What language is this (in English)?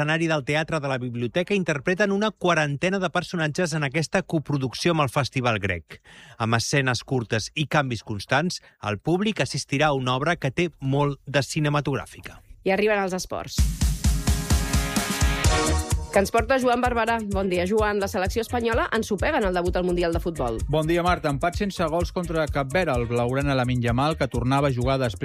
Catalan